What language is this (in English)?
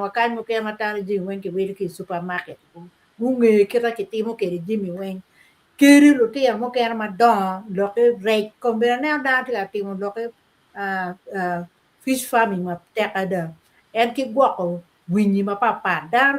Acoli